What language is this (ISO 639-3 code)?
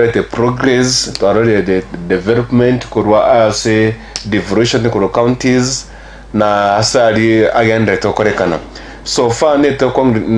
guz